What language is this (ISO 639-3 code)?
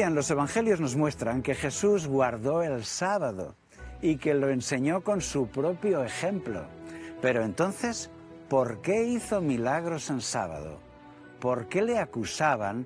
spa